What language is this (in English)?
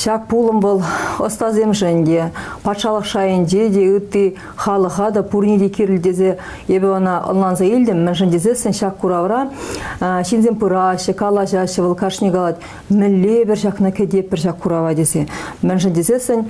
Chuvash